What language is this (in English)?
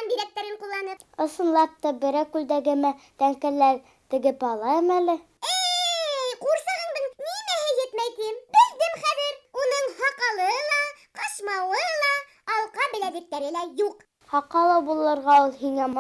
Bashkir